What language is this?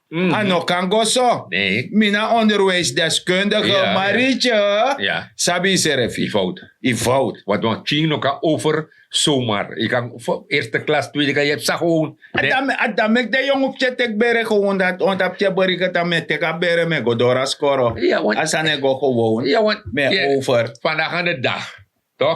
Sranan Tongo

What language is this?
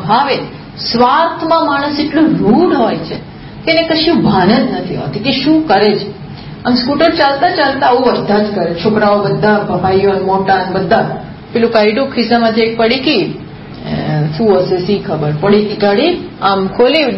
Gujarati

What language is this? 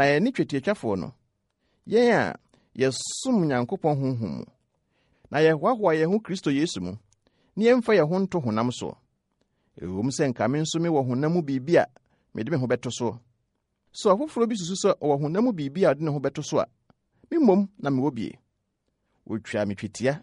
Akan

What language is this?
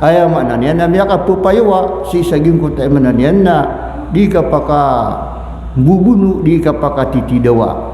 Maranao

